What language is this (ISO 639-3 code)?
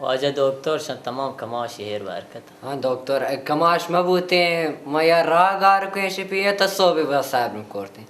bal